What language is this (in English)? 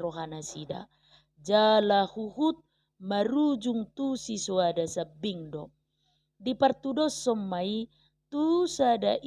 Batak Toba